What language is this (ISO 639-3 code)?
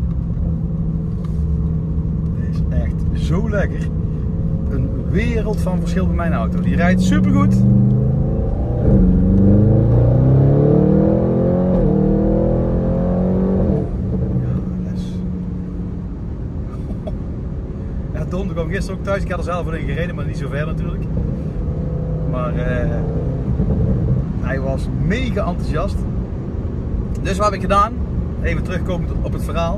nld